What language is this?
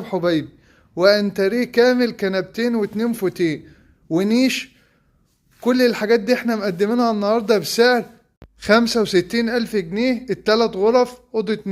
Egyptian Arabic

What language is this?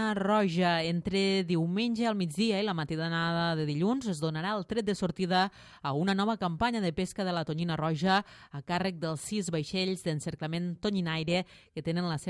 Catalan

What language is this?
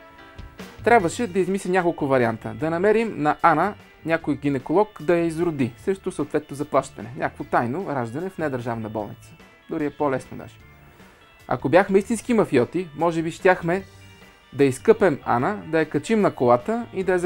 Bulgarian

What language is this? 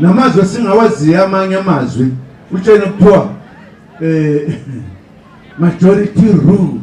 Zulu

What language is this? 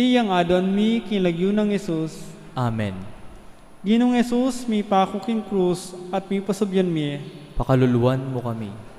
Pampanga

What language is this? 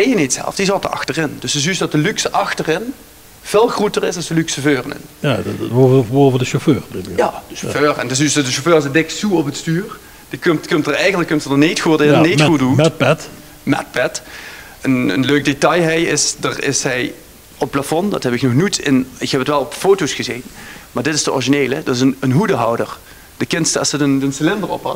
Limburgish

